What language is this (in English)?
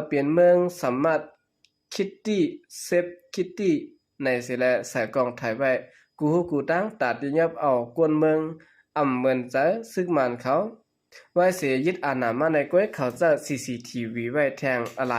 Shan